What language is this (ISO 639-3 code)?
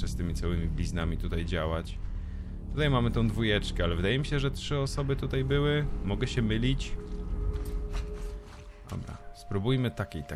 pol